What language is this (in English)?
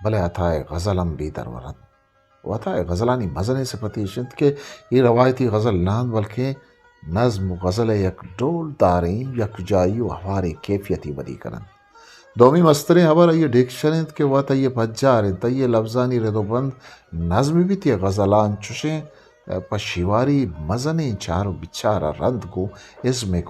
Eastern Balochi